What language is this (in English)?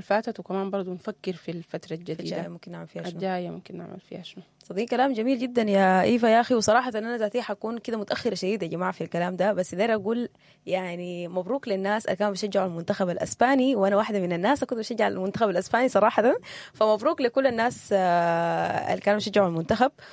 Sudanese Arabic